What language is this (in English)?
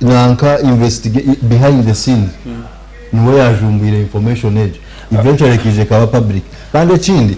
Nyankole